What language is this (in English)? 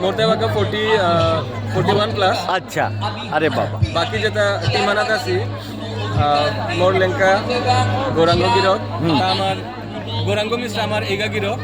Bishnupriya